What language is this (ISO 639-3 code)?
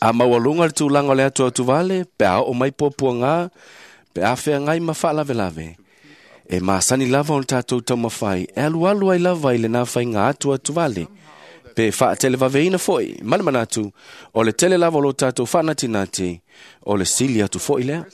smo